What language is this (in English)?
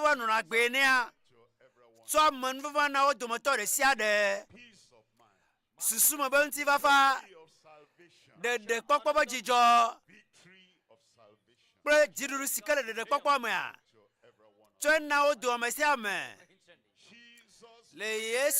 Ewe